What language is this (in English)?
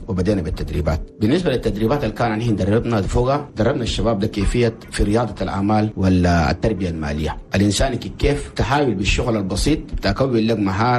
Chadian Arabic